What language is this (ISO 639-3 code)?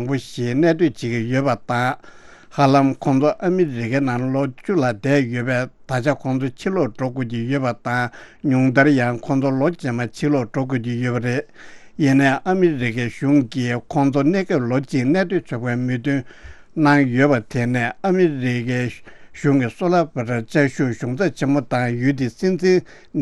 bod